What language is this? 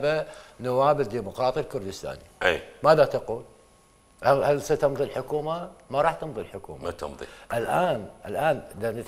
Mesopotamian Arabic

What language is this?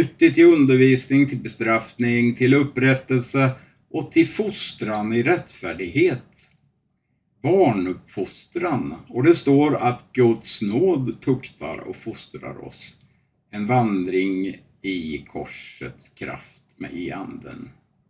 Swedish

